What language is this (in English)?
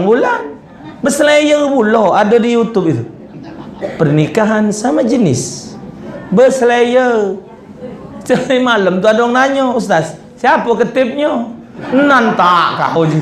Musi